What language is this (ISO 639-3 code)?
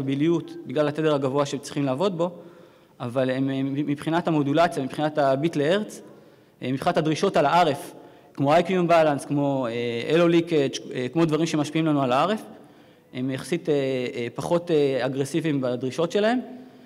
heb